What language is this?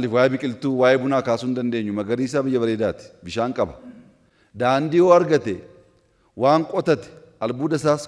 Oromo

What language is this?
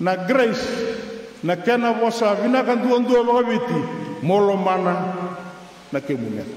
Fijian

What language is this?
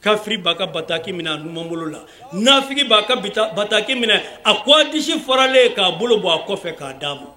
Bambara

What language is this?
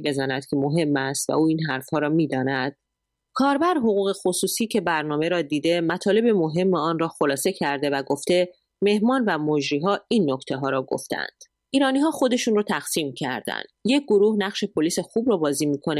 Persian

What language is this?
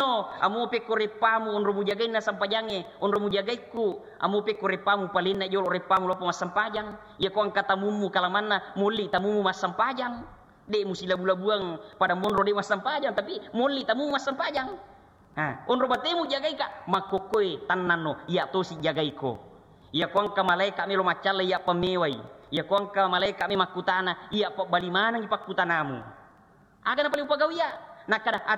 Buginese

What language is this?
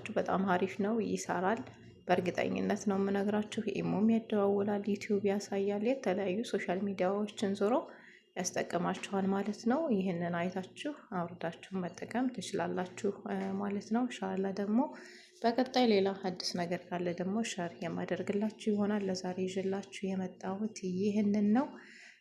Amharic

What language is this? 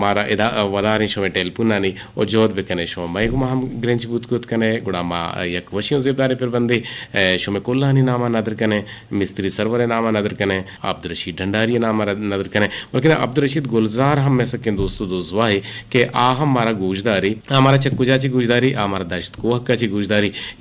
Eastern Balochi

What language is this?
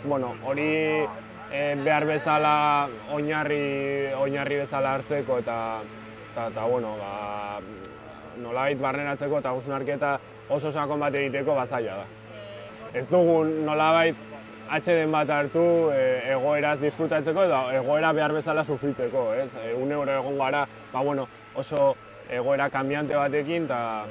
Basque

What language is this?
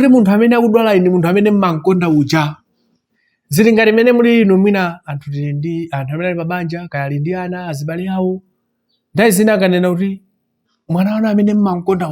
Nyanja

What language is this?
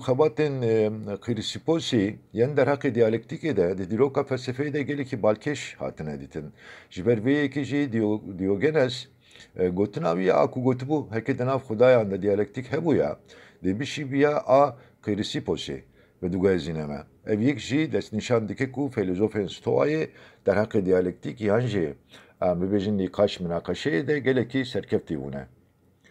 Kurdish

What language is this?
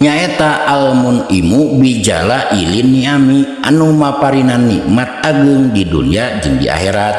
Sundanese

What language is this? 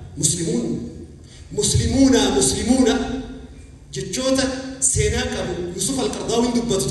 Oromo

